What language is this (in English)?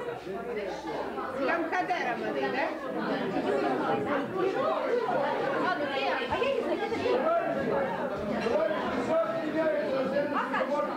Ukrainian